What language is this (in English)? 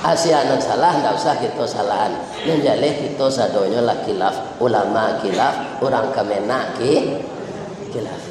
Minangkabau